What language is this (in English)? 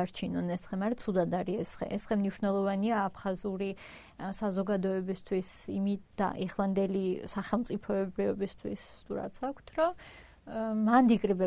Georgian